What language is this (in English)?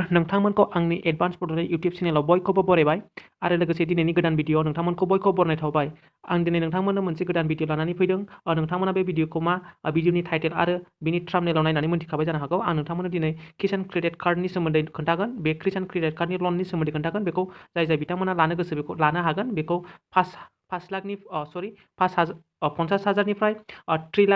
Bodo